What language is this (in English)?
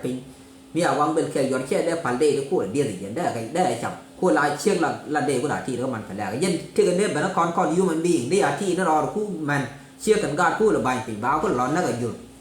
Nuer